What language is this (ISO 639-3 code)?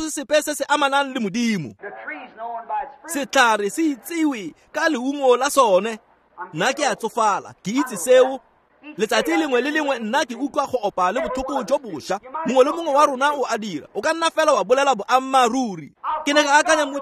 tsn